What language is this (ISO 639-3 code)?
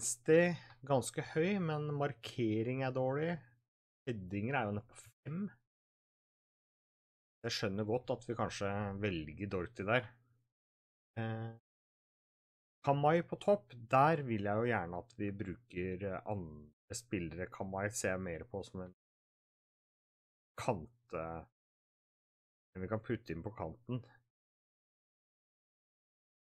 nor